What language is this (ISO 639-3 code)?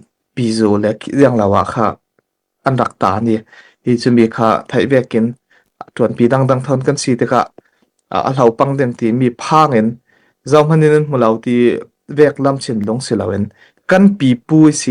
cfm